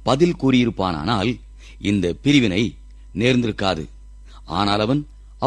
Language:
Tamil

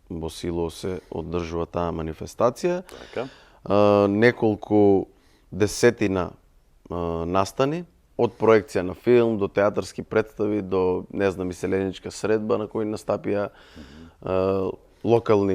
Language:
Macedonian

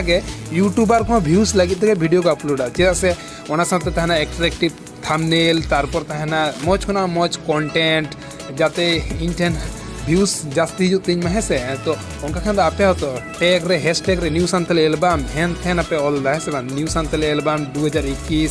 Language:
Santali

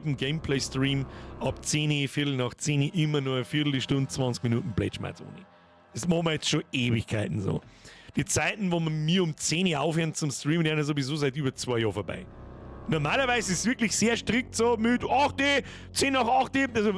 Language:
Bavarian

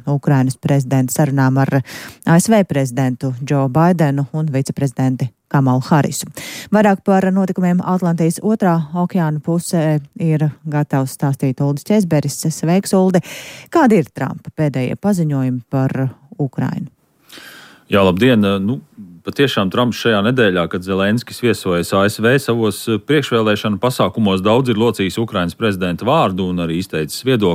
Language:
Latvian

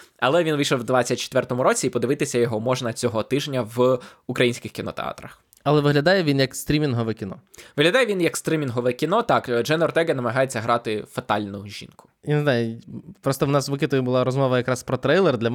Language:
Ukrainian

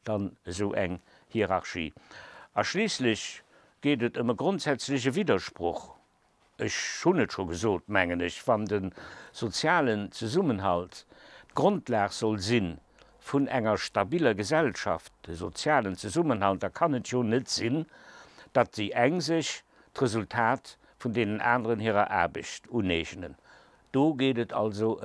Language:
Luxembourgish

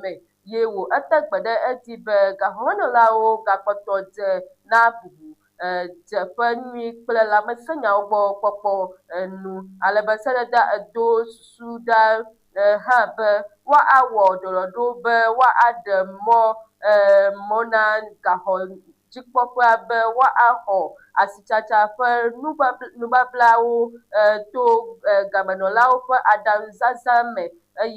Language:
Ewe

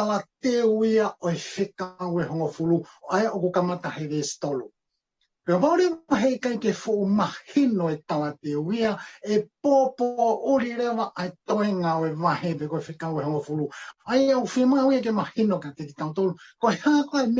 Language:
Tongan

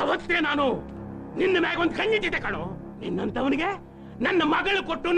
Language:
Kannada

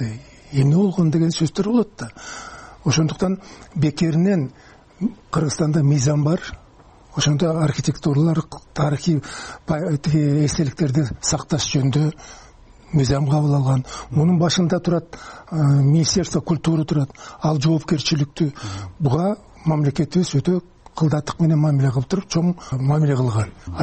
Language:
Kyrgyz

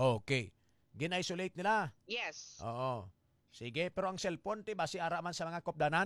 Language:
Hiligaynon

